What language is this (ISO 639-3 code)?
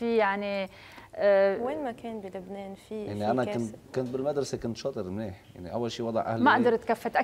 apc